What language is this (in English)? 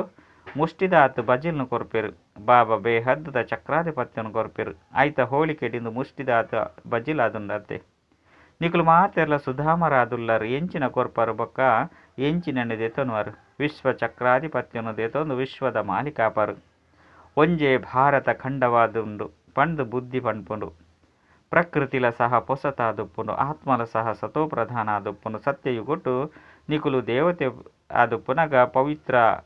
Tulu